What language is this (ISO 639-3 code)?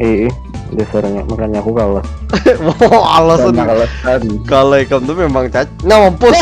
bjn